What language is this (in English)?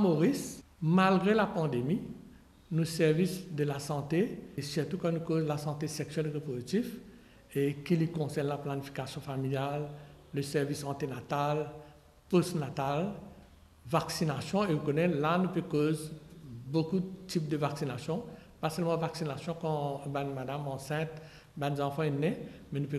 Morisyen